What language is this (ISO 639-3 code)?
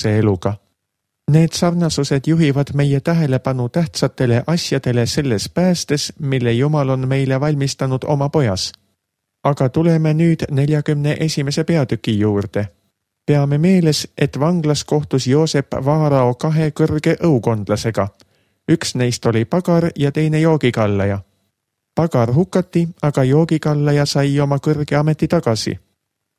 est